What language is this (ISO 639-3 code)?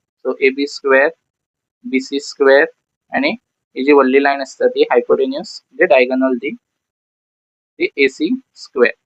kok